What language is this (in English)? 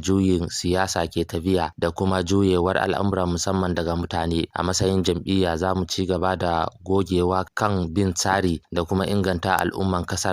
Hausa